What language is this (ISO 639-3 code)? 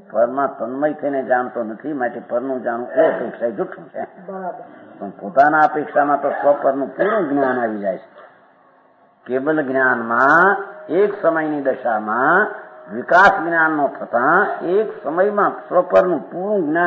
guj